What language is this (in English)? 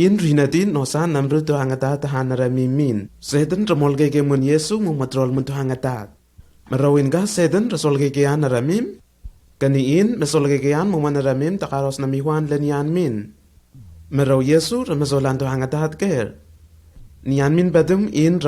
Lenakel